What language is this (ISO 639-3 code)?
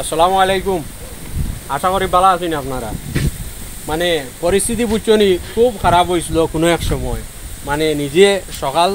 syl